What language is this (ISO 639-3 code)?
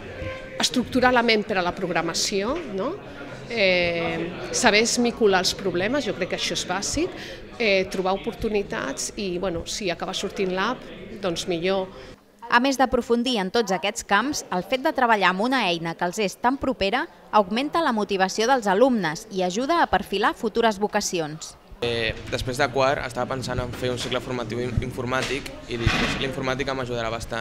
cat